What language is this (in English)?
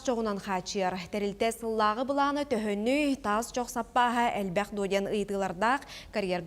Yakut